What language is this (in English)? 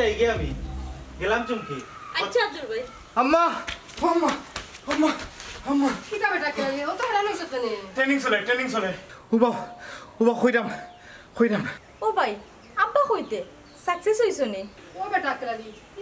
Sylheti